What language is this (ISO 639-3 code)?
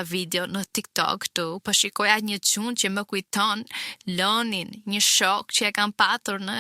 sqi